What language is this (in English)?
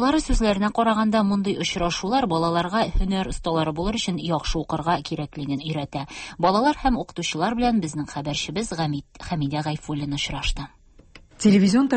Tatar